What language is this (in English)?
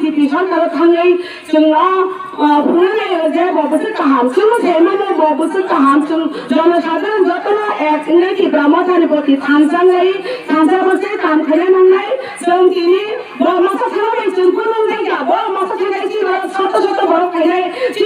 Kok Borok